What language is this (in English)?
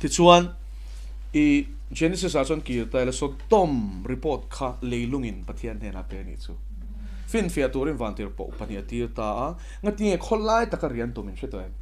Mizo